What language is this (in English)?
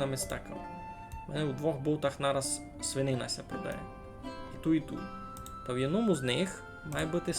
Rusyn